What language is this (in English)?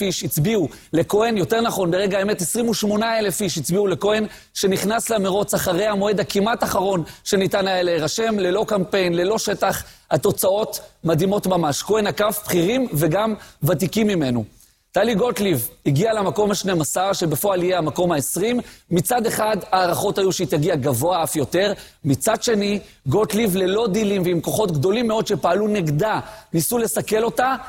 Hebrew